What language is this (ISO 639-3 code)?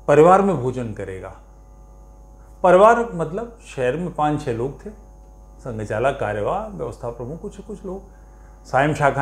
hin